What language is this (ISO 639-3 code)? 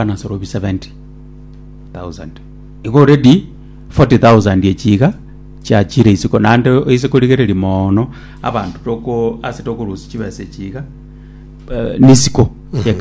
guz